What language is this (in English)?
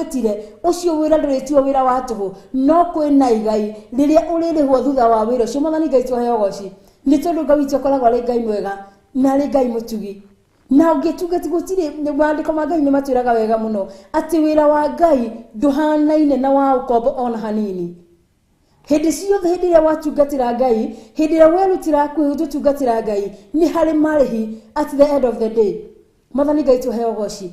Kikuyu